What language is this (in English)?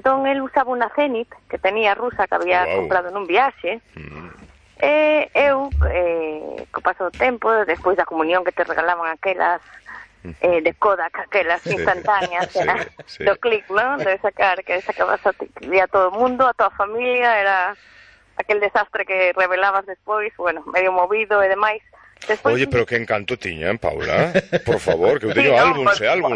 Galician